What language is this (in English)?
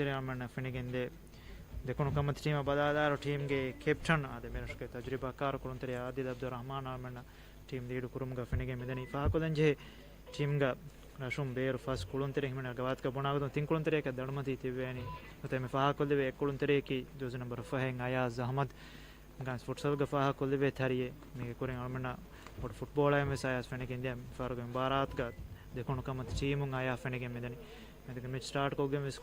Divehi